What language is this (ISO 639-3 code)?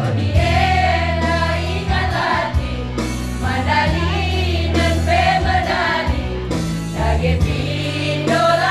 btx